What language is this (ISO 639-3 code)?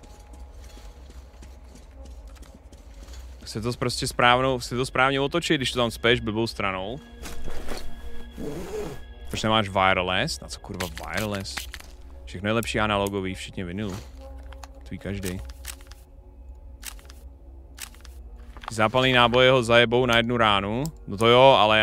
ces